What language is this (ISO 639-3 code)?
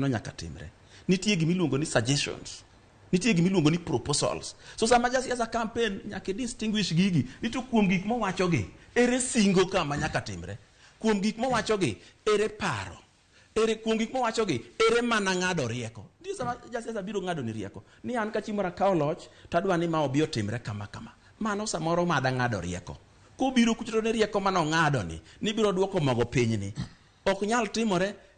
luo